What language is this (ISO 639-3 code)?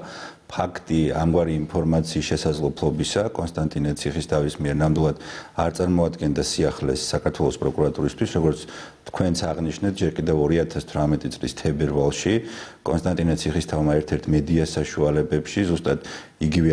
kat